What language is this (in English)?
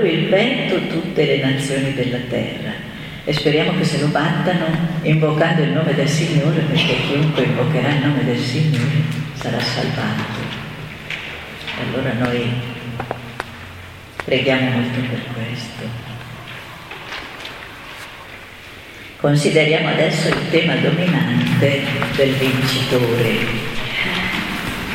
Italian